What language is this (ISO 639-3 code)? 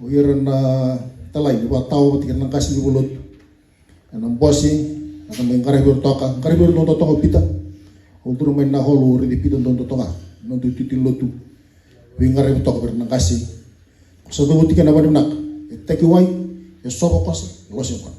fij